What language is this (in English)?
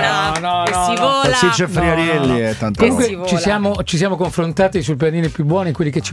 Italian